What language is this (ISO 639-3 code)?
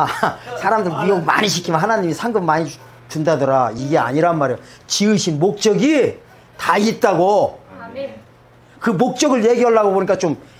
kor